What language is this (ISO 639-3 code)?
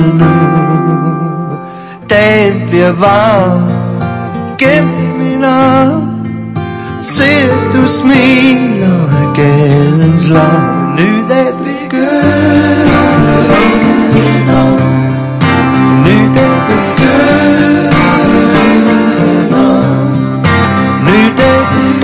dan